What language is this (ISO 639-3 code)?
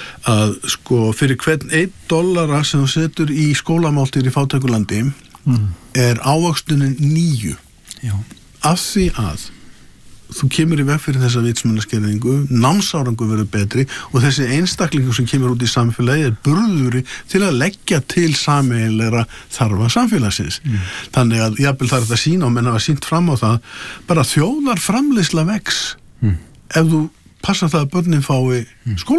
isl